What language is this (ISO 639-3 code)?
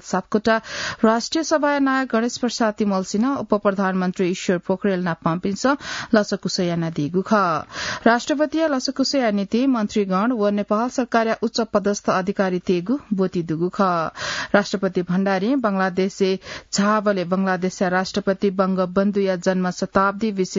new